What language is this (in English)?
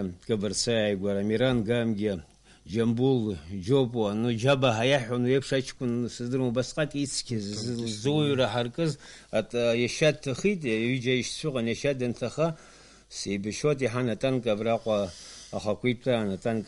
Abkhazian